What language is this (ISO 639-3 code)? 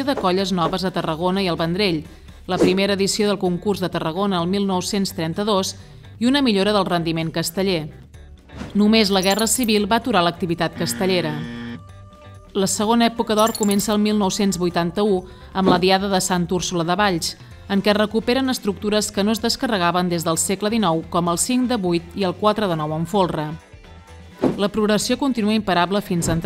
cat